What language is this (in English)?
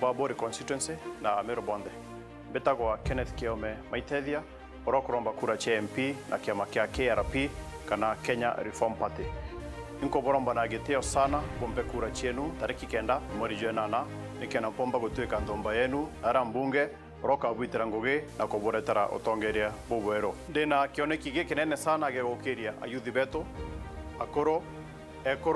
Meru